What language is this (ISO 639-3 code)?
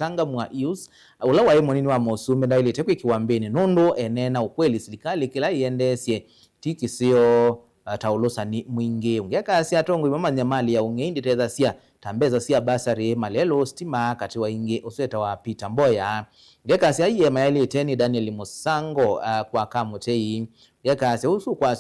kam